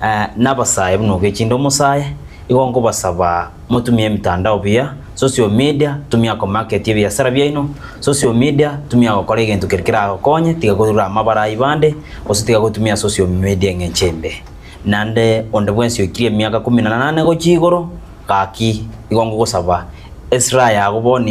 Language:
Gusii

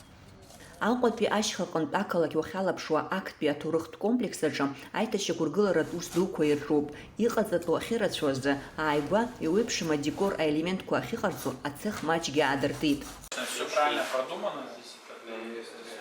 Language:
Abkhazian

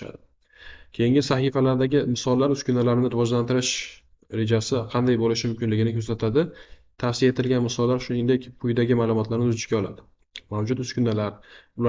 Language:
Uzbek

